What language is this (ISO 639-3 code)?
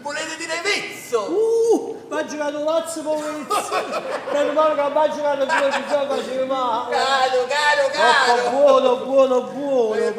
nap